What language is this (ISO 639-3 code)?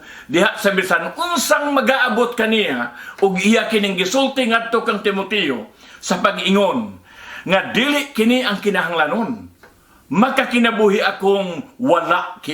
ceb